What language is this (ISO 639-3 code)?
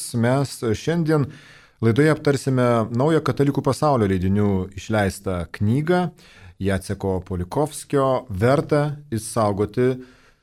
lit